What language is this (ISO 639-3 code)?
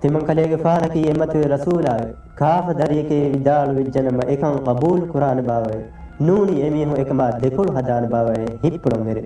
div